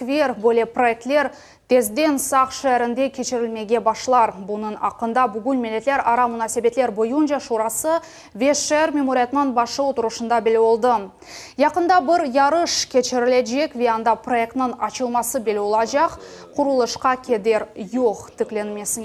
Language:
Crimean Tatar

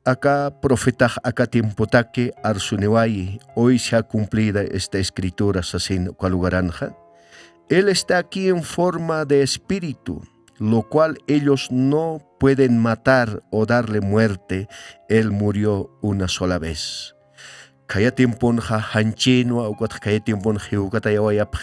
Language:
Aymara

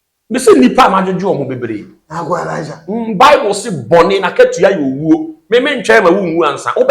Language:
Akan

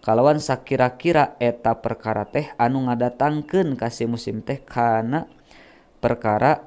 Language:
Sundanese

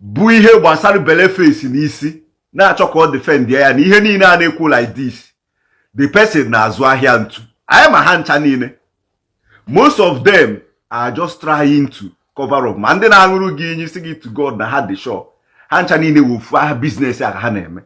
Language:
Igbo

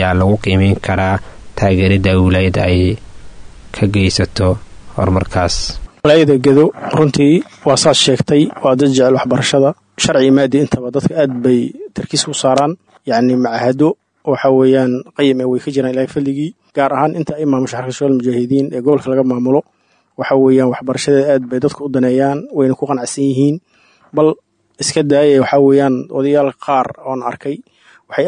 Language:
Somali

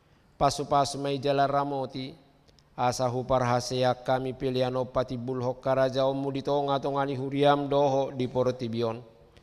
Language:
Batak Toba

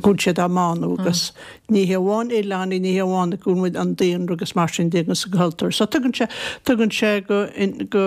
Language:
Irish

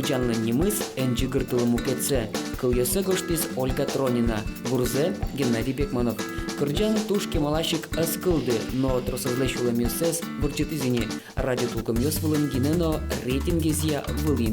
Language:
Udmurt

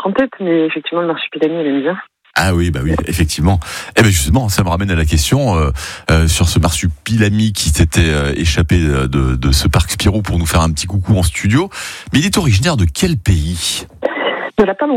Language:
French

